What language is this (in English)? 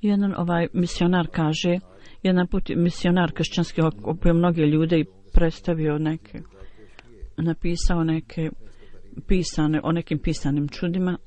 Bosnian